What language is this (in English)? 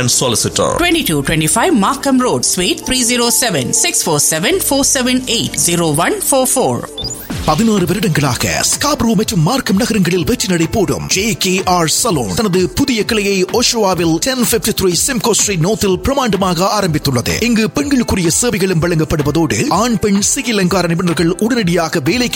Tamil